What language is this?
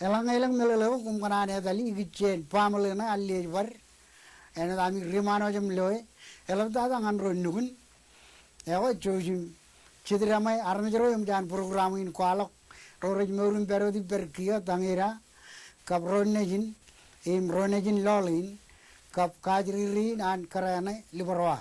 Marshallese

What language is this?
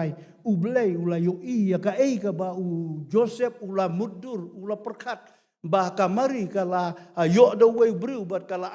Khasi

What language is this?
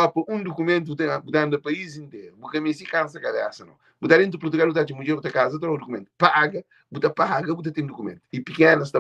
Kabuverdianu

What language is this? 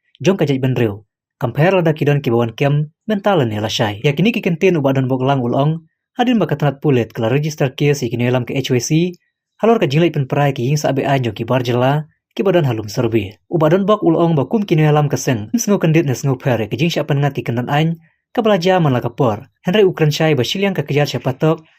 Khasi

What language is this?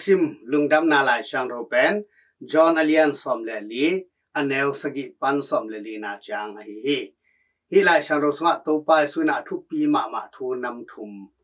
Tedim Chin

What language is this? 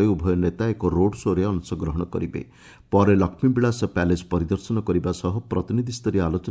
Odia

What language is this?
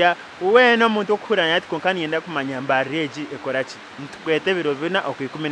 Nyankole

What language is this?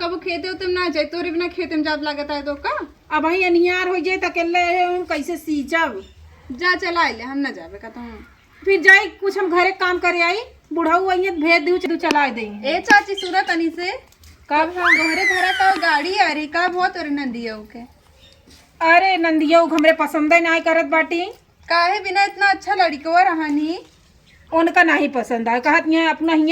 Awadhi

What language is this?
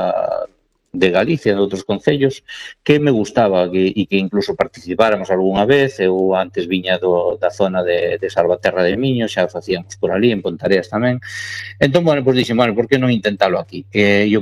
Galician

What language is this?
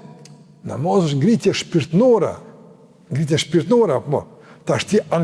Albanian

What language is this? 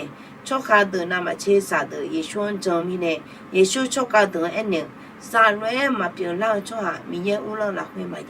Akha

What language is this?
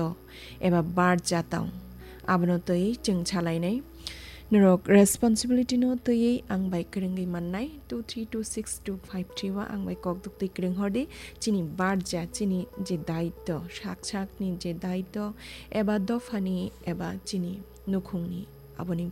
Kok Borok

